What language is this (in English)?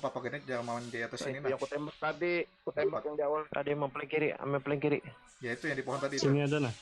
Banjar